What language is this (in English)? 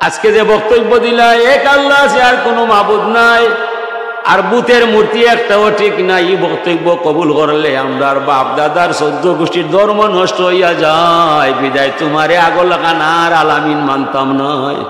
Sylheti